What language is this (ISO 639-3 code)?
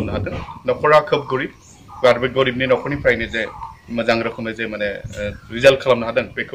brx